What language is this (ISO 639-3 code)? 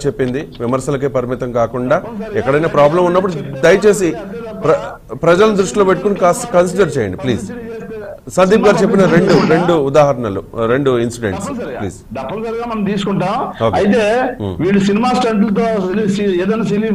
tel